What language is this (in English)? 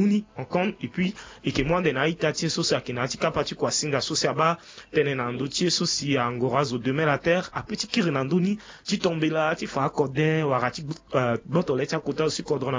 Sango